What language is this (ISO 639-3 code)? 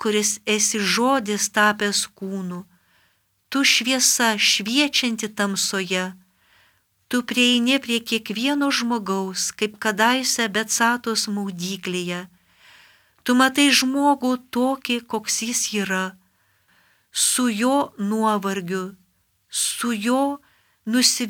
lit